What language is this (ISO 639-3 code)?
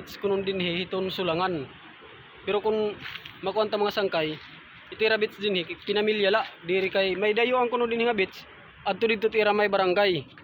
war